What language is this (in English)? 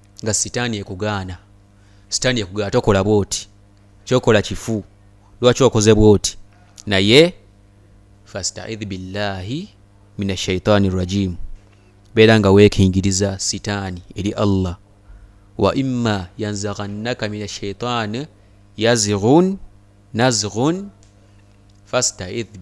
Ganda